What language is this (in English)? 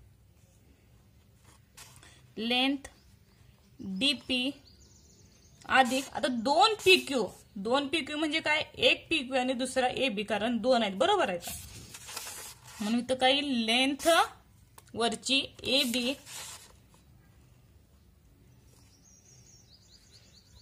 Marathi